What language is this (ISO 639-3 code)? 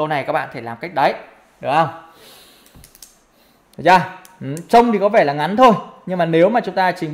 vie